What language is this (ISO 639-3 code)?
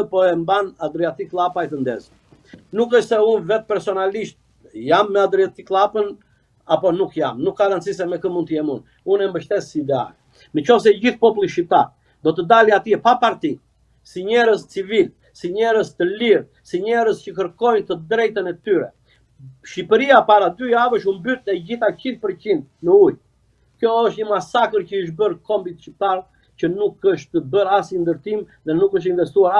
sqi